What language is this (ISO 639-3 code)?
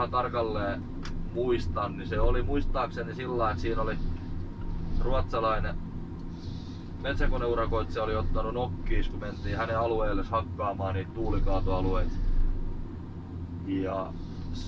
fin